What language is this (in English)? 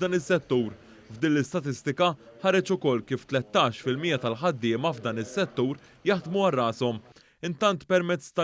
Maltese